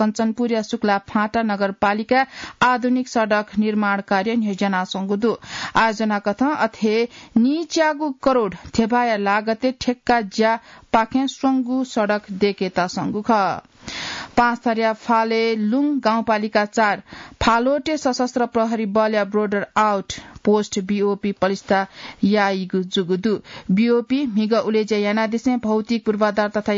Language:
Newari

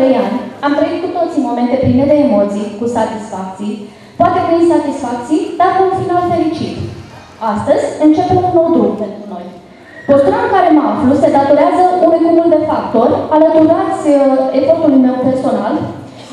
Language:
Romanian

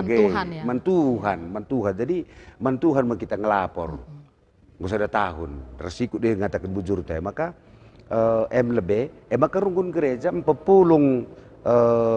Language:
Batak Karo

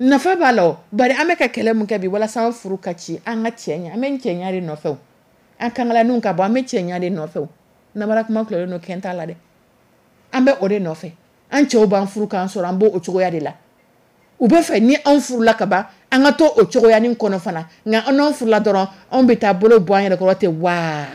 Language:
Dyula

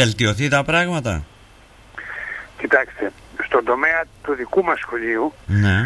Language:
Greek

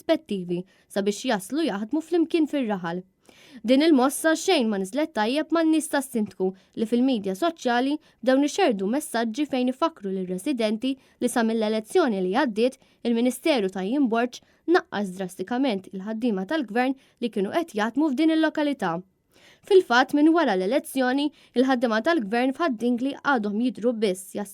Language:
Maltese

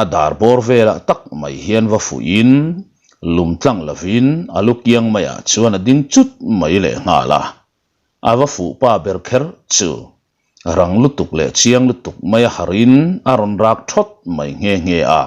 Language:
Mizo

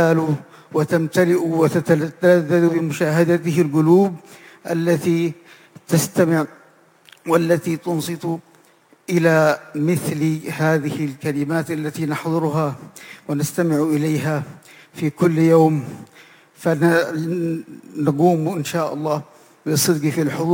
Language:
Arabic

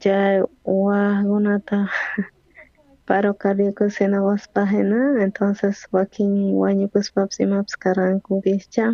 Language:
South Bolivian Quechua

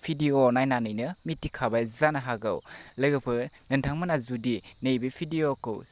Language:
Bodo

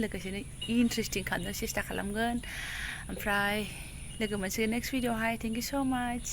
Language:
Bodo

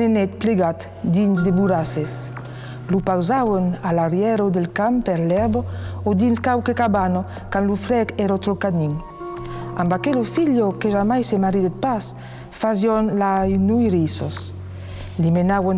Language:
Occitan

